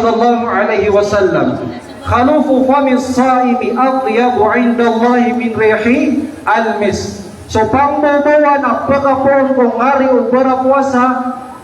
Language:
Maranao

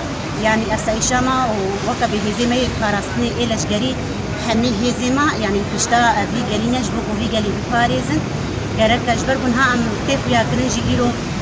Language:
Kurdish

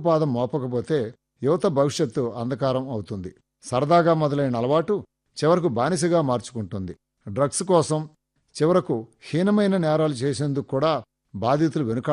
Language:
Telugu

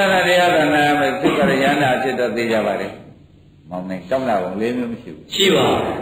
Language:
Burmese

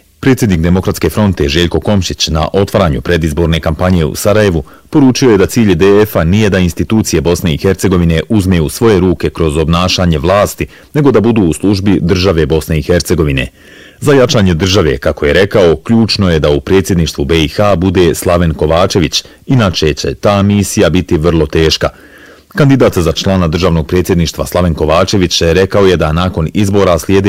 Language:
Bosnian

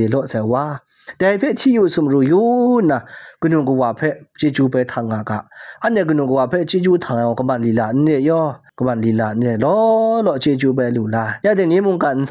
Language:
Kachin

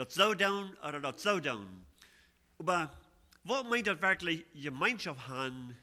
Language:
Plautdietsch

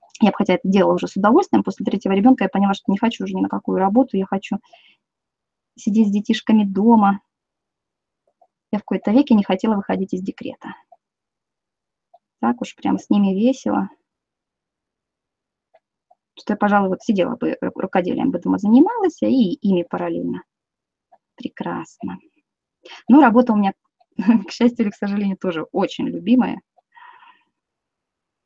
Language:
Russian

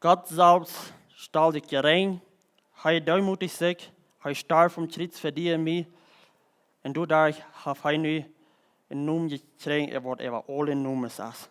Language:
Plautdietsch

